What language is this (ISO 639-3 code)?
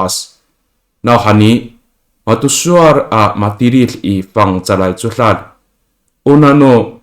ami